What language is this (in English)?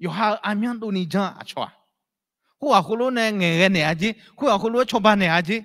Akha